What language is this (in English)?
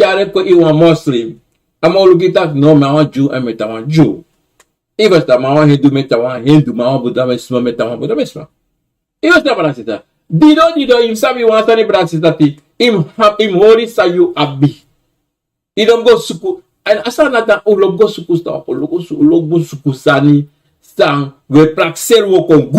Sranan Tongo